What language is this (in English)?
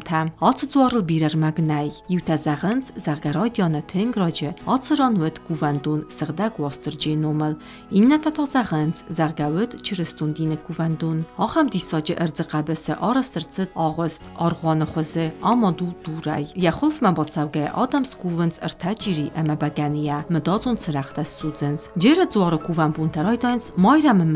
Ossetic